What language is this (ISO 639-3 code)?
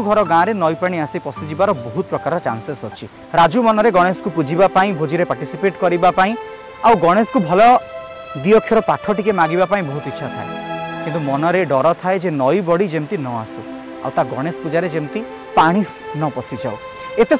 ori